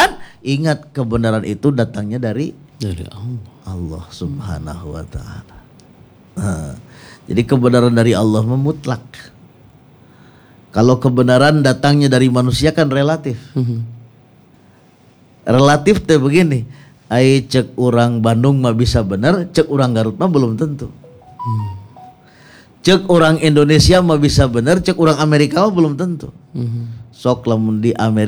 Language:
Indonesian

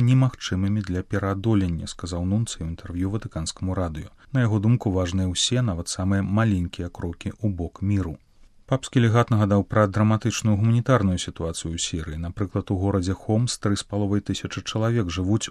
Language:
Belarusian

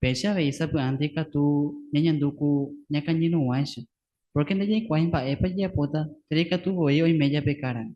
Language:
Guarani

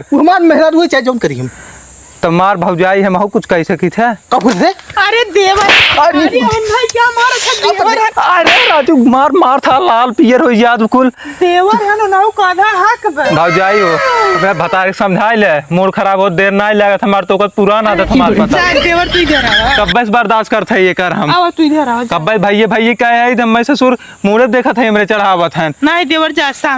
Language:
Awadhi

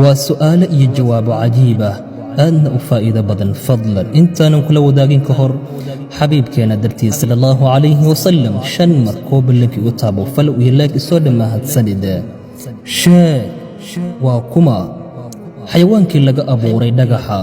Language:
Somali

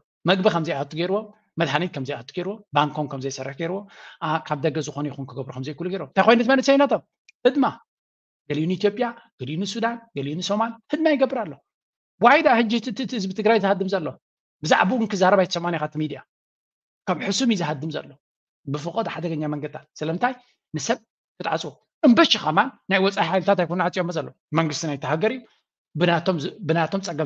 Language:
Tigrinya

